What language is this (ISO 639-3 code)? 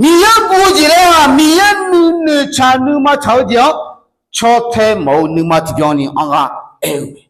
ahk